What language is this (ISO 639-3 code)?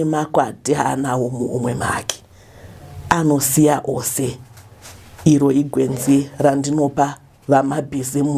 sna